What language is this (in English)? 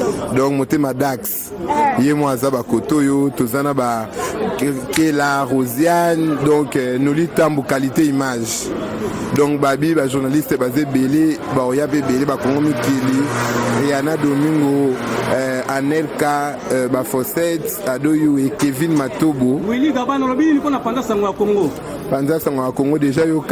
Lingala